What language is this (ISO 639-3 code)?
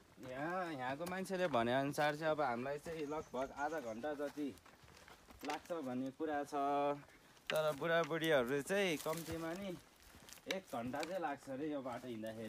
nep